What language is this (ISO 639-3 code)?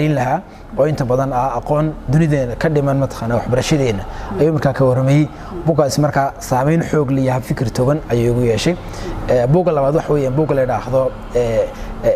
som